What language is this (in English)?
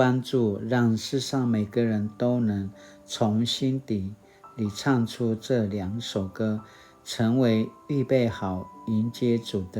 Paiwan